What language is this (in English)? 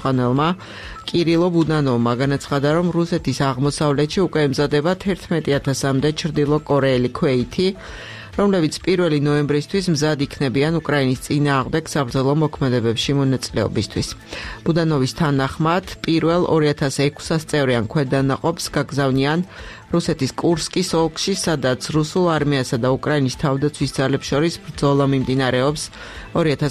Georgian